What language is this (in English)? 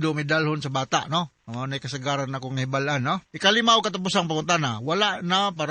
Cebuano